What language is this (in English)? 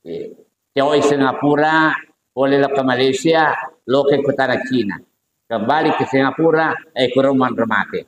Buginese